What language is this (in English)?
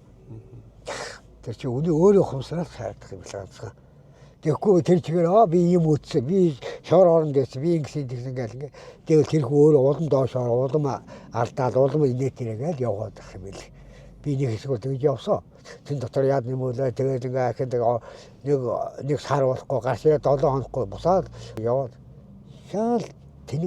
Mongolian